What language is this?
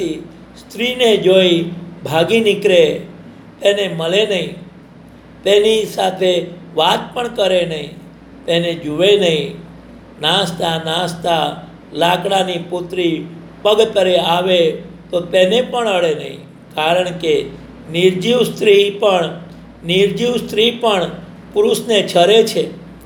Gujarati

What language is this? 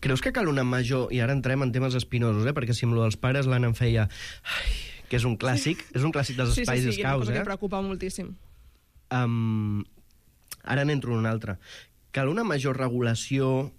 Catalan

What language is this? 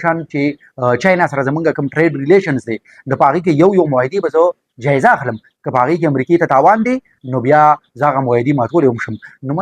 Pashto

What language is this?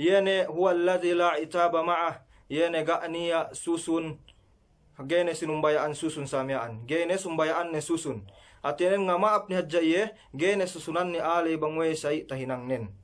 Yakan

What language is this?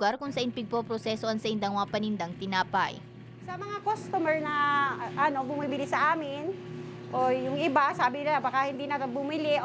Bikol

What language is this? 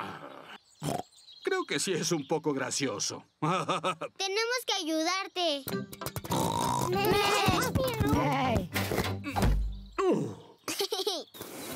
Spanish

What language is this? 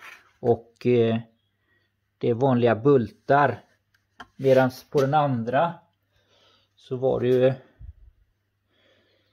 Swedish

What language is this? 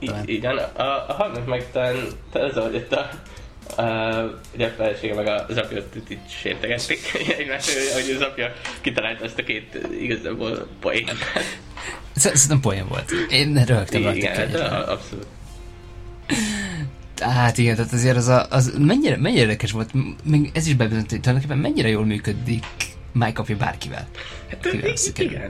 Hungarian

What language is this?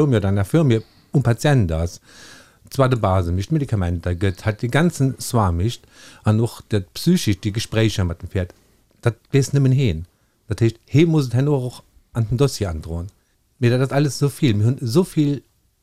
Luxembourgish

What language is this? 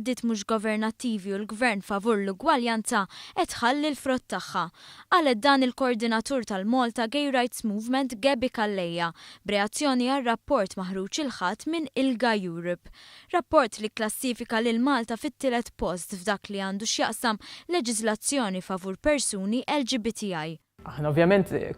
Maltese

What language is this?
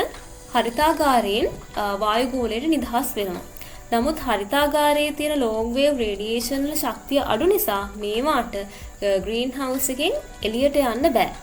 Sinhala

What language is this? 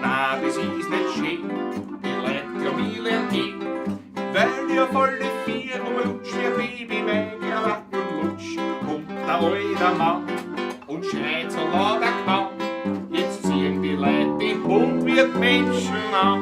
Bavarian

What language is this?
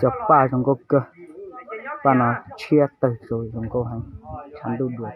Hmong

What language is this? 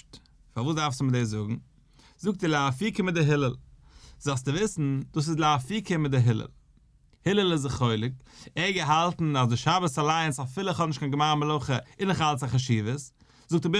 Yiddish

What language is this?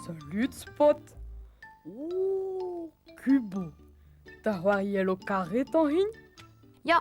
Breton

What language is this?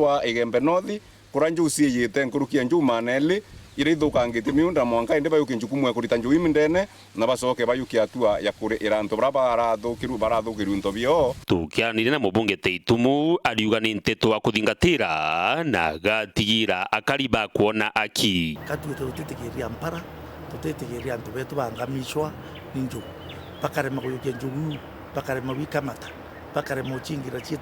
Meru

